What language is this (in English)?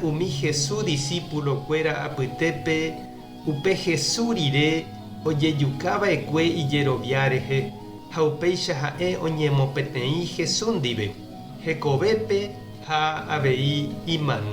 Guarani